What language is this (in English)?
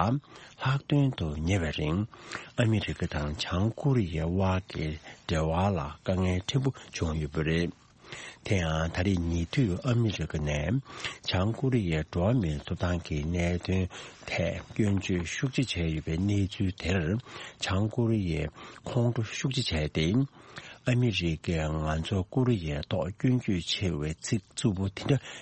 Tibetan